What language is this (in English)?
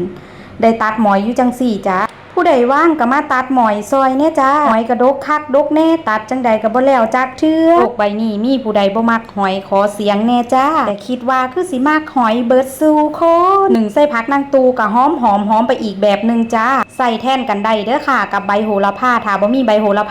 Northeastern Thai